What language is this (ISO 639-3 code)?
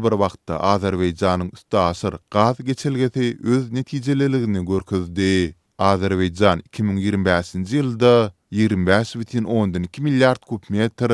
tuk